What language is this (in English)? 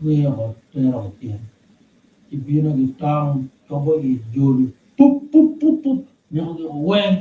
Acoli